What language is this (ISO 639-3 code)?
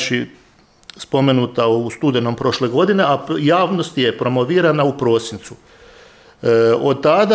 hrv